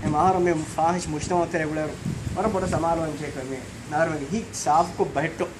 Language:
Divehi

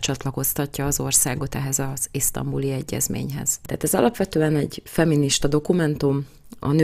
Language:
Hungarian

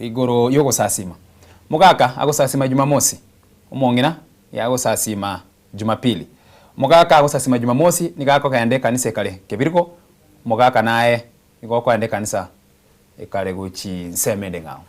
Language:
Gusii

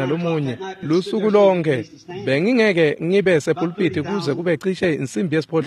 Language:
Swati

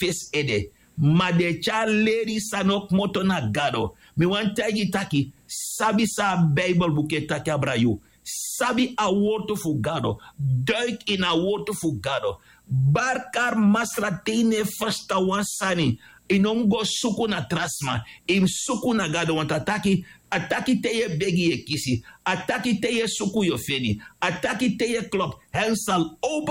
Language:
Sranan Tongo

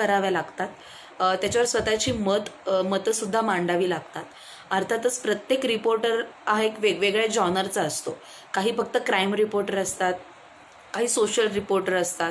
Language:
Marathi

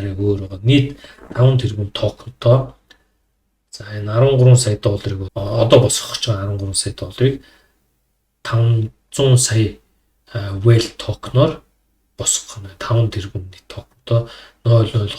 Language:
Mongolian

